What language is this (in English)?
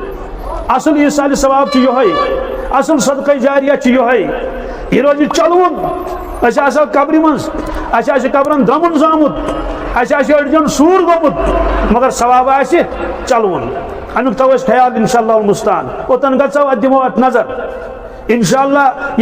Kashmiri